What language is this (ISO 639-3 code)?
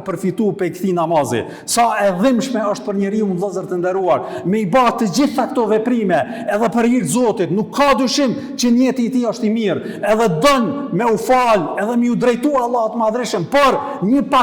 sqi